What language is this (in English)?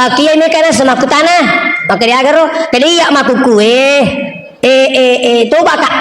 Buginese